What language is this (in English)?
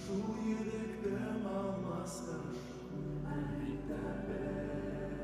Bashkir